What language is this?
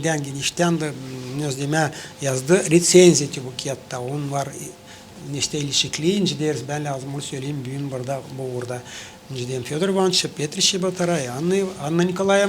Gagauz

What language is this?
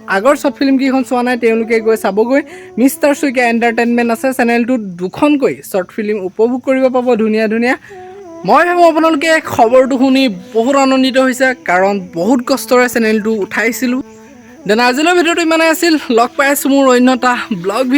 Assamese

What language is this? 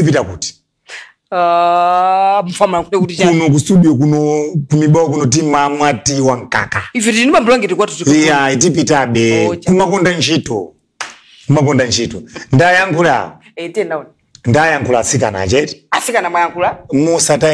Nyanja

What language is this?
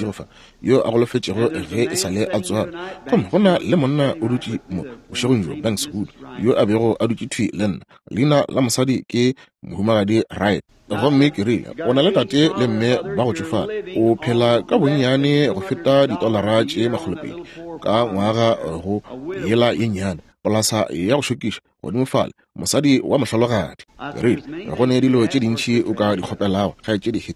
Northern Sotho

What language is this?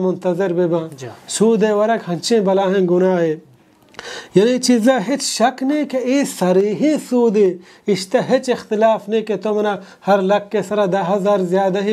Baluchi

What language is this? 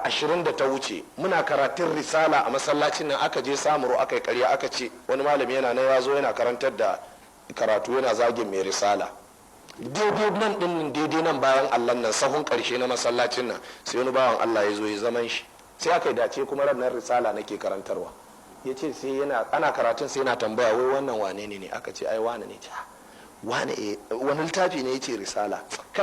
Hausa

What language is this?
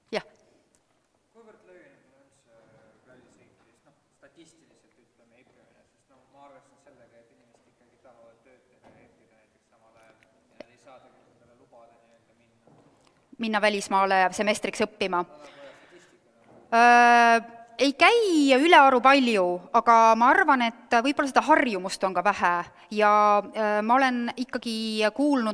Estonian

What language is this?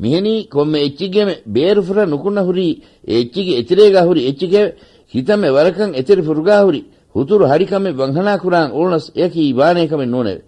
Divehi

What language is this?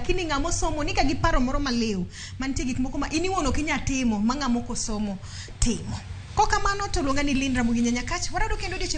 Luo (Kenya and Tanzania)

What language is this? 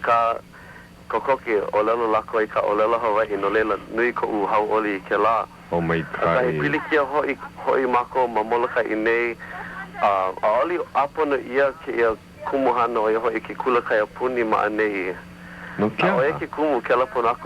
Hawaiian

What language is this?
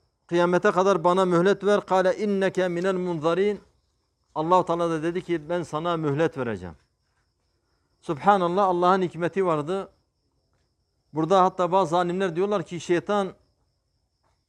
Turkish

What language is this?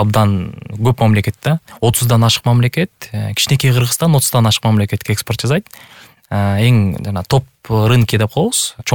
Kyrgyz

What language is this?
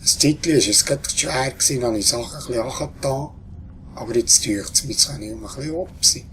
Swiss German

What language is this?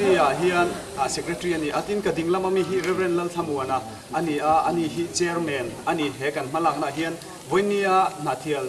Mizo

